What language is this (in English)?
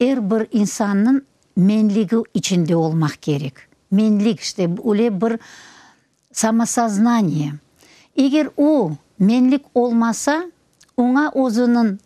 Crimean Tatar